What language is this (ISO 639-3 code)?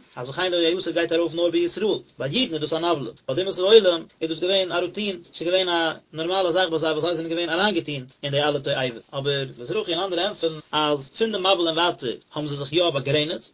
yid